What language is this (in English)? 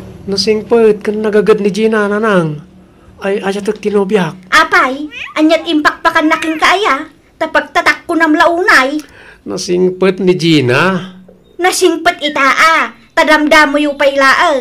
Iloko